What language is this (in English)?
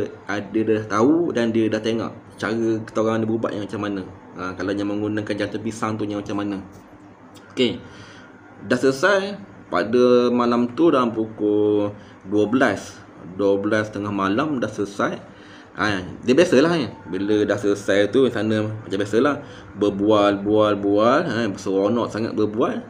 Malay